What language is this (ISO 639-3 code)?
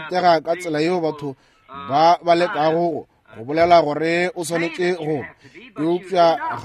nso